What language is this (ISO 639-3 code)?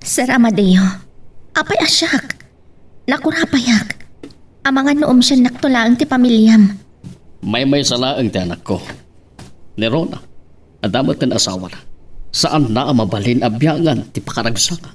ilo